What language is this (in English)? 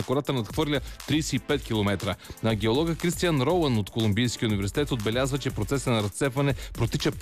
Bulgarian